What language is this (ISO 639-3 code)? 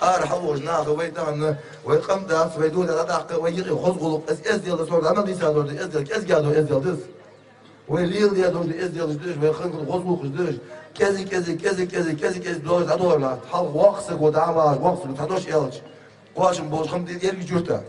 inh